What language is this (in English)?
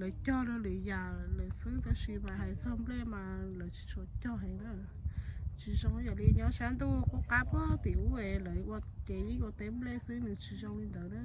Hmong